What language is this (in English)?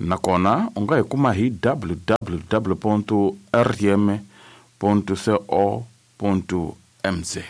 Tsonga